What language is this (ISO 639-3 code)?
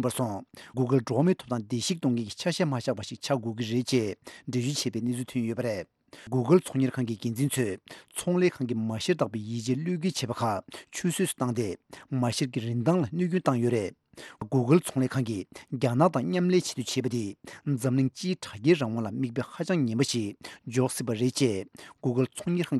bod